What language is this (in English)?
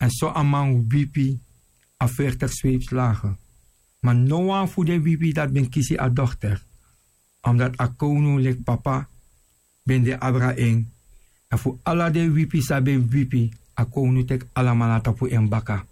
Sranan Tongo